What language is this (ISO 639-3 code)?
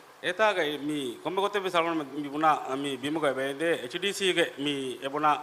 div